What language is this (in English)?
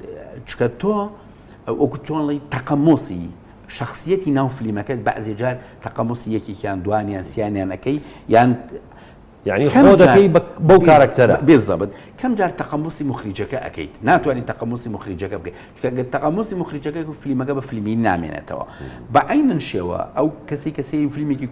Central Kurdish